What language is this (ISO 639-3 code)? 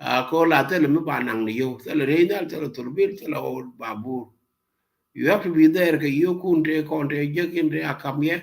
nus